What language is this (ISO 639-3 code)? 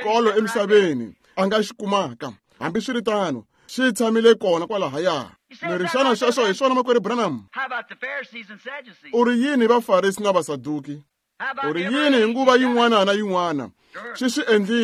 tso